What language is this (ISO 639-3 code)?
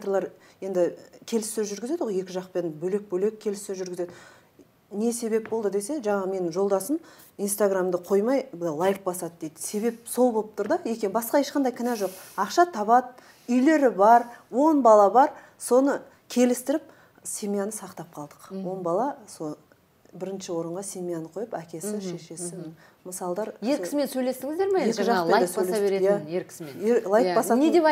kaz